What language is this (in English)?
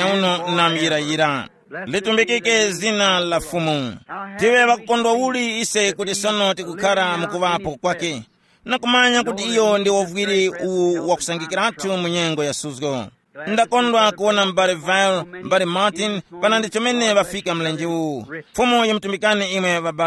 Tumbuka